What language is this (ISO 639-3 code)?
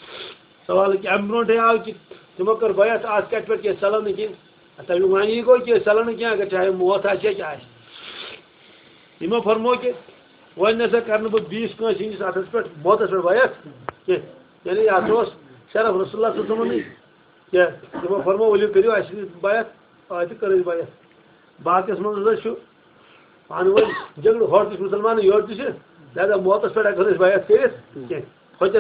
kas